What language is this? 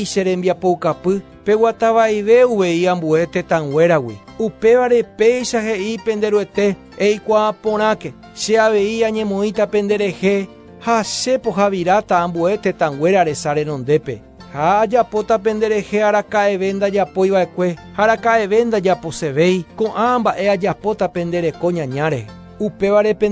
Guarani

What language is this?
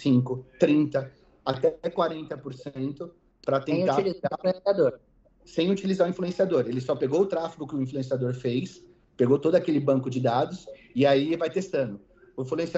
Portuguese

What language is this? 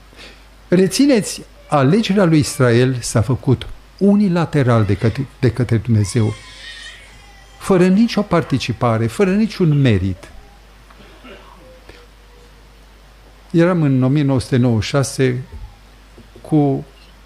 Romanian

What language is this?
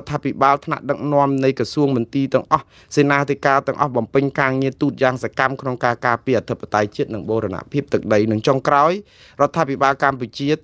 Khmer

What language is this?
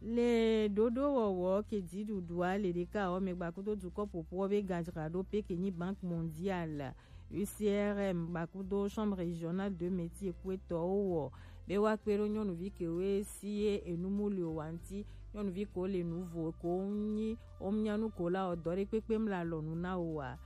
Gen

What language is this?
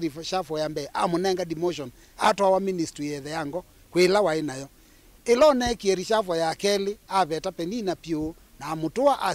Kamba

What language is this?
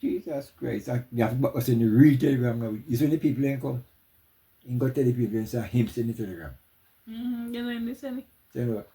Jamaican Creole English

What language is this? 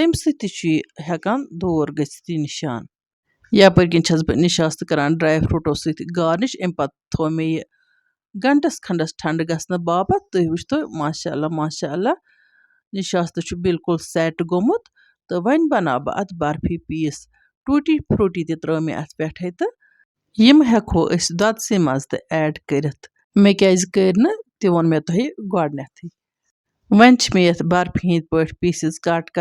Kashmiri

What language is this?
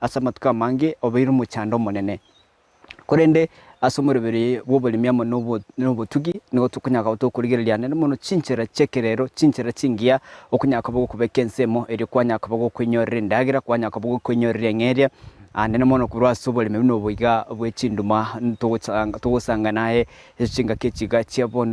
Gusii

